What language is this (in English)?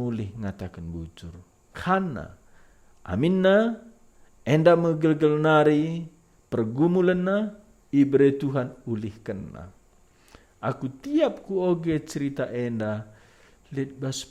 Batak Karo